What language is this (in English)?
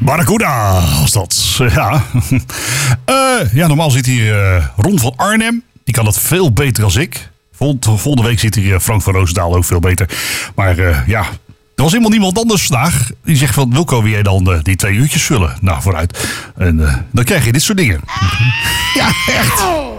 Dutch